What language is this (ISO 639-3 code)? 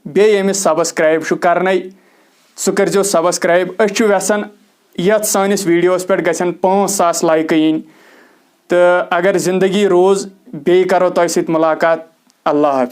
kas